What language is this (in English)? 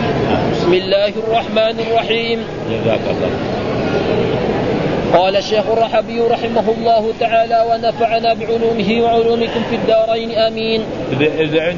Arabic